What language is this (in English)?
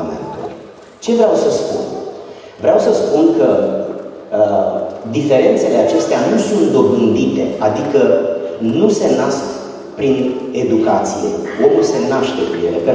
Romanian